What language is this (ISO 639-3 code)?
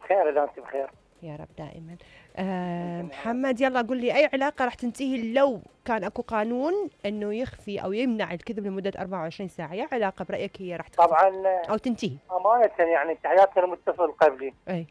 acm